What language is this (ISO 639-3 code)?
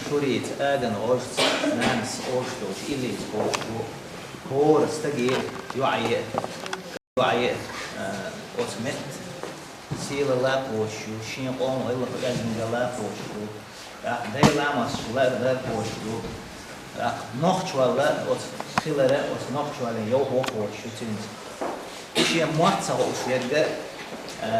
che